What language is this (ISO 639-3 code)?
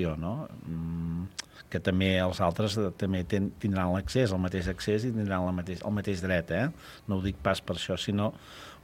cat